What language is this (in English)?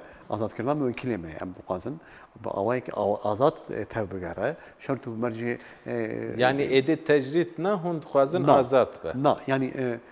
Kurdish